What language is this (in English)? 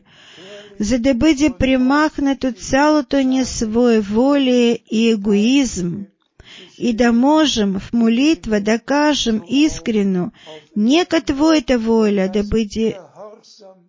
Bulgarian